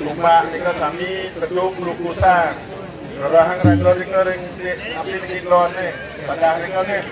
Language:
Balinese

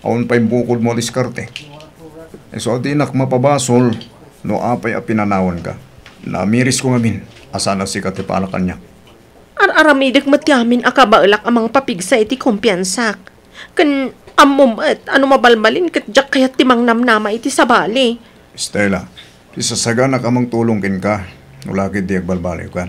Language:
Iloko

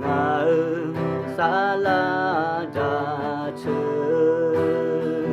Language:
Akha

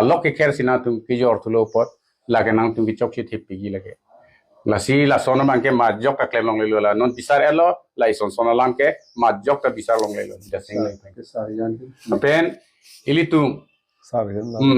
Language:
Karbi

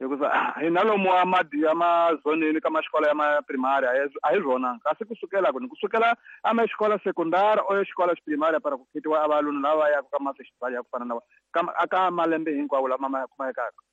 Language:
Tsonga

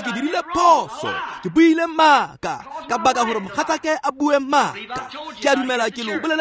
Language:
Tswana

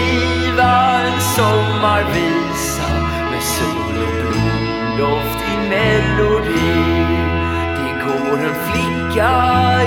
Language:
Swedish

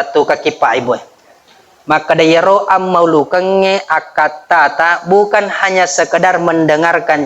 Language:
Buginese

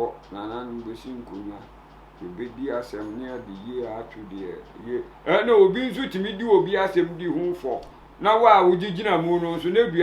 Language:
Akan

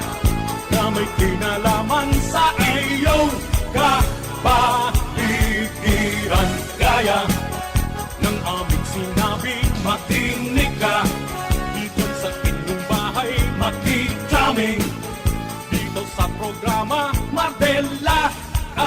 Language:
Bikol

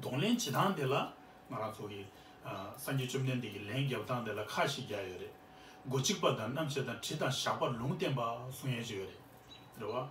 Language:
Tibetan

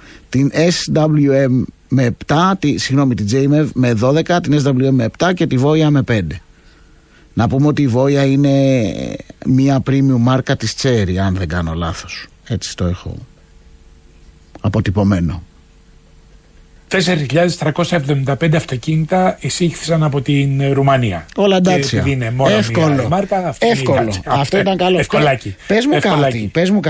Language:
Greek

